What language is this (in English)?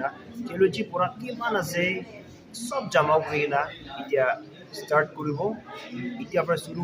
Naga Pidgin